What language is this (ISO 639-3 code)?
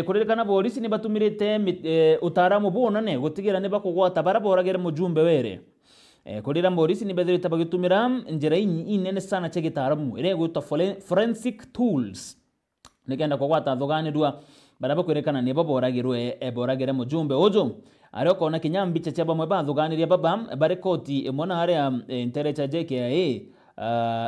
mer